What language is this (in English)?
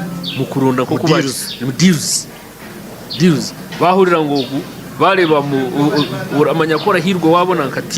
Nyankole